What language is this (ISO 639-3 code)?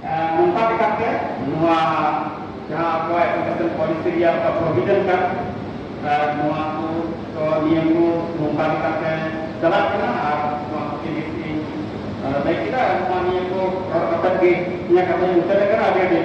sat